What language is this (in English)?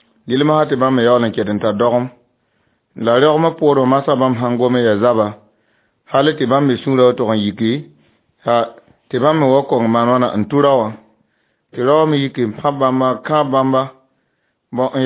Mossi